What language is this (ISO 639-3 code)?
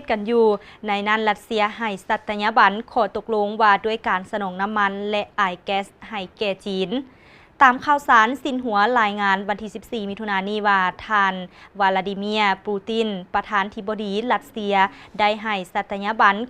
lao